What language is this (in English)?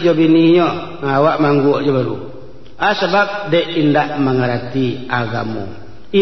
Minangkabau